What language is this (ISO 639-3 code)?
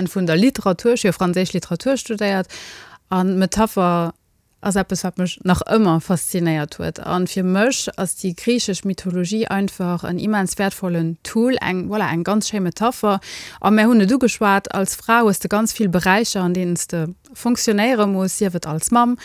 ltz